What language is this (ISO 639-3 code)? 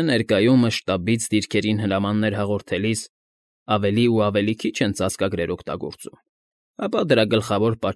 hye